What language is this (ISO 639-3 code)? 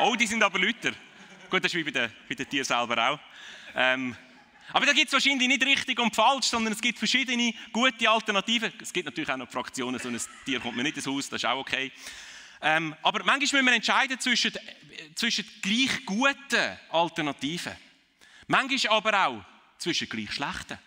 gsw